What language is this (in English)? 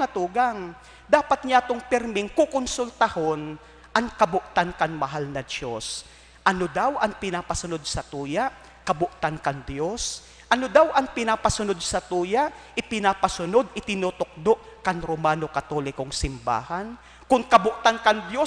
Bikol